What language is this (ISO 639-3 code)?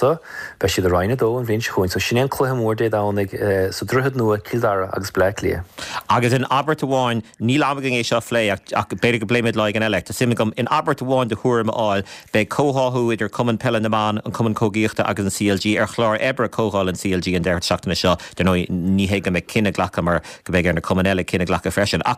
gle